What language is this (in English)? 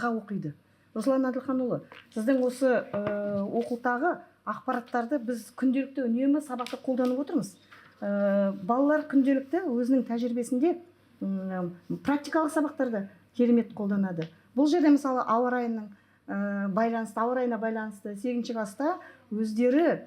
Kazakh